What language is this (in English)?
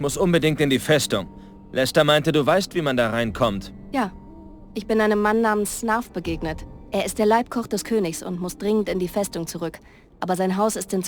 Bavarian